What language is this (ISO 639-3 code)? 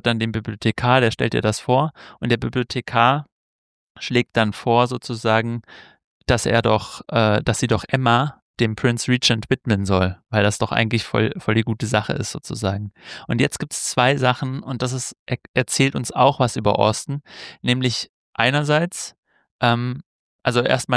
deu